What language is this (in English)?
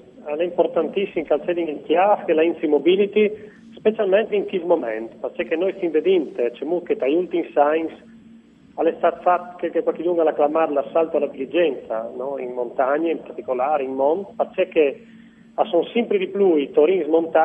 Friulian